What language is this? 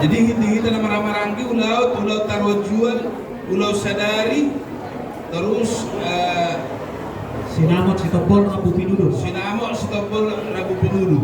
Batak Toba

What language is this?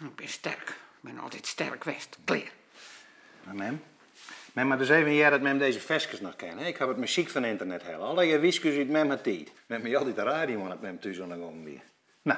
Western Frisian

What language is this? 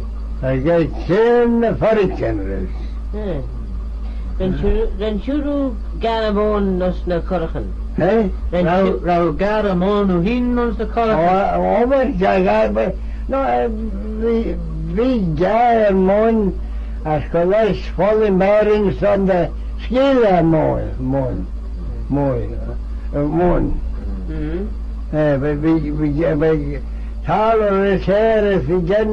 Manx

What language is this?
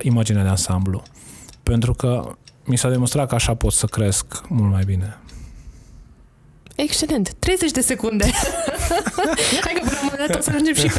Romanian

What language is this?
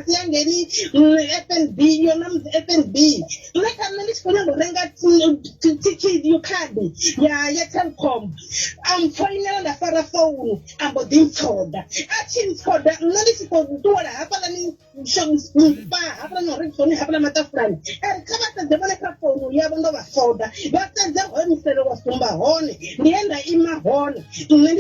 Venda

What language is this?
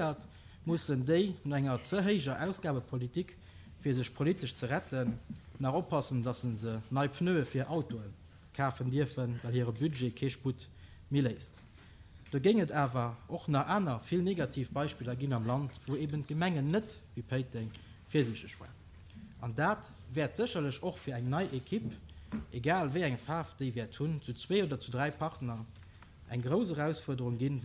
Luxembourgish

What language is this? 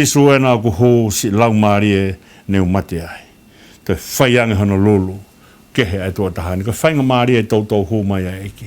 Tongan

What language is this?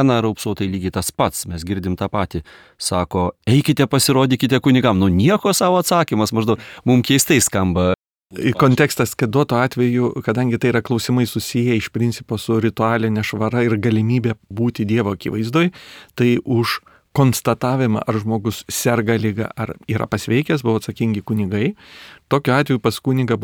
Lithuanian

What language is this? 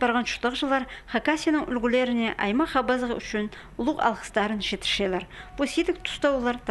Khakas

